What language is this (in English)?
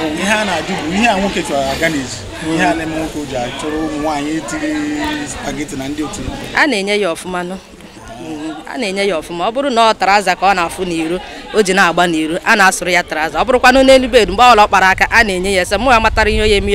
Igbo